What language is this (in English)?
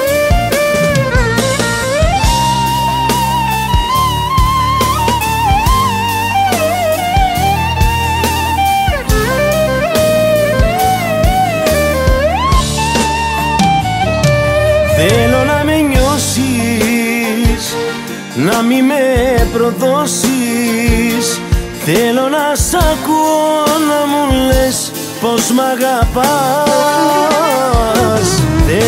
Greek